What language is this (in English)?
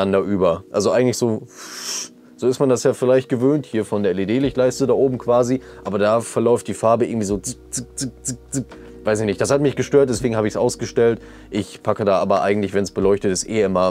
German